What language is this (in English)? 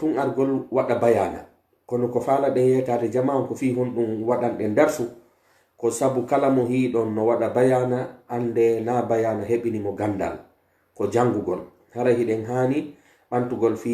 Pular